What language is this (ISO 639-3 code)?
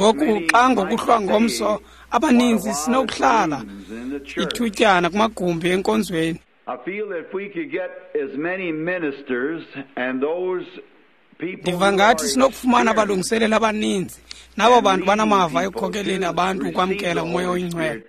xho